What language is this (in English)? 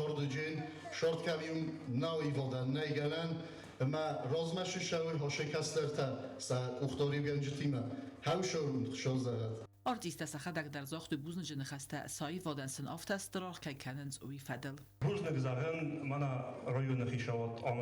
Ossetic